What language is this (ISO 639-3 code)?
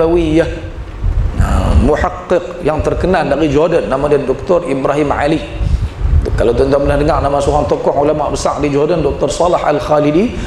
msa